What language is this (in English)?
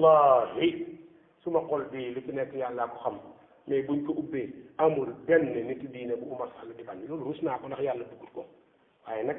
Wolof